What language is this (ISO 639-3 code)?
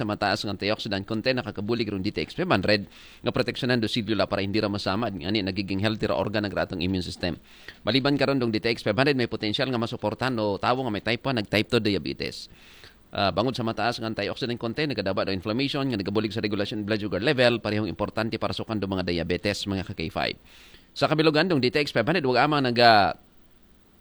akl